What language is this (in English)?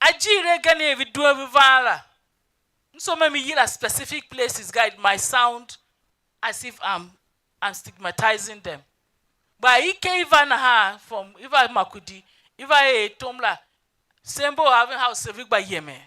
Tiv